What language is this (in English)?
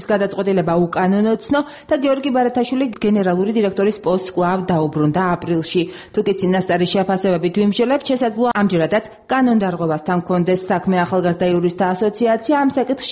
Georgian